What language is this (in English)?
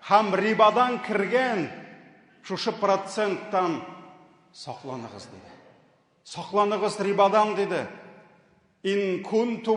Tatar